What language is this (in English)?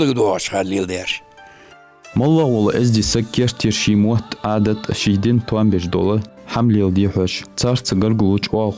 Ingush